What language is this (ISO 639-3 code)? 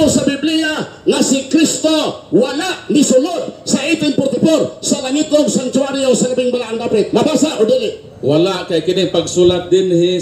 ceb